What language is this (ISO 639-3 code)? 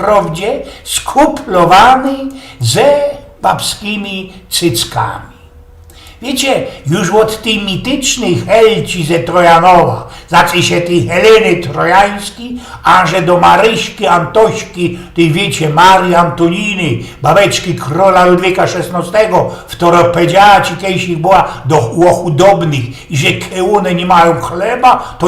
szl